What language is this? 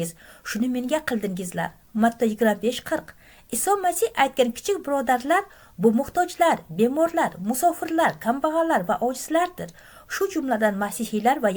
Uzbek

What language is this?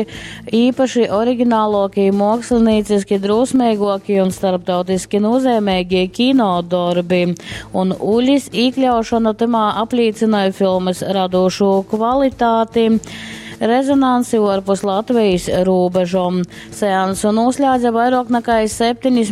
Latgalian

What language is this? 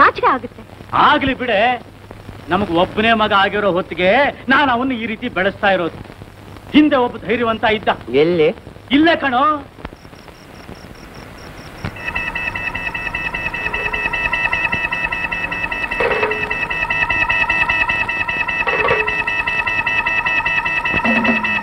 Kannada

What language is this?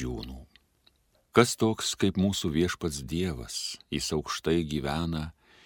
Lithuanian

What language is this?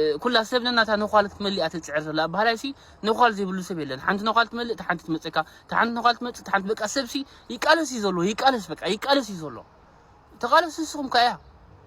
Tigrinya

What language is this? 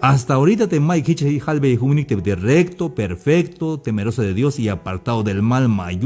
Tzeltal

